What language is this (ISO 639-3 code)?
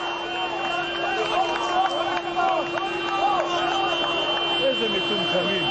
heb